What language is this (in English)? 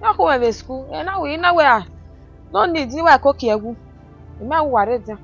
Bini